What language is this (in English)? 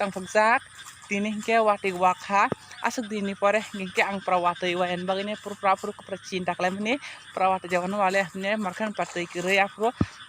Kok Borok